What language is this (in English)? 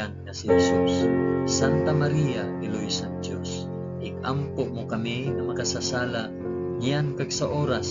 Hiligaynon